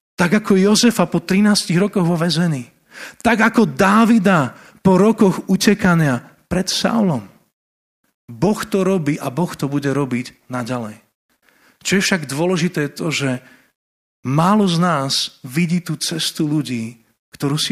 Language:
Slovak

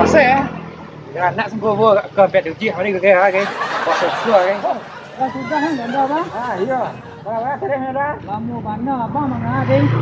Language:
Minangkabau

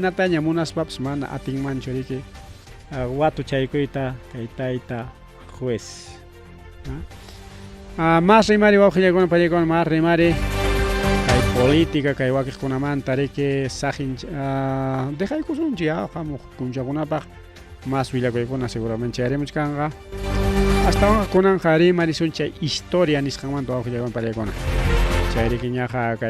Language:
Ayacucho Quechua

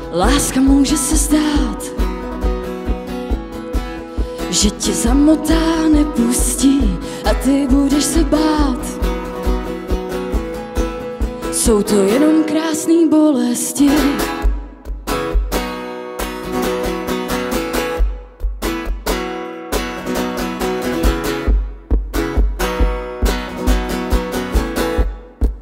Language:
Czech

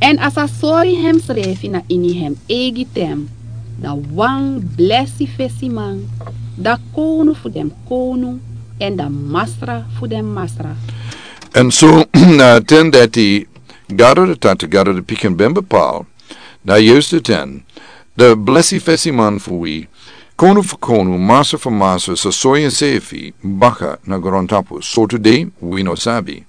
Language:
Sranan Tongo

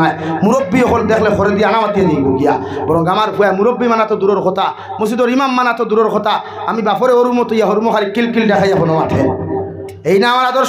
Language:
Sylheti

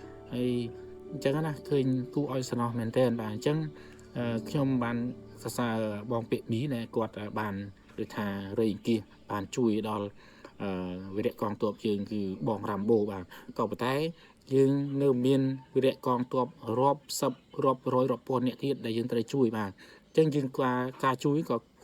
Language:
Khmer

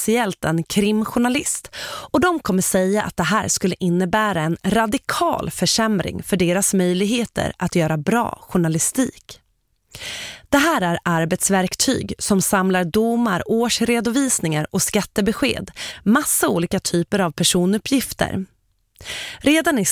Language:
Swedish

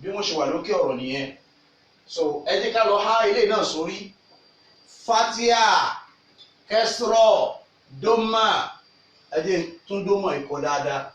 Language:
Yoruba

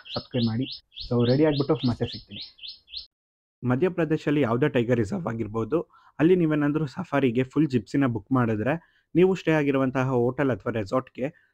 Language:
Kannada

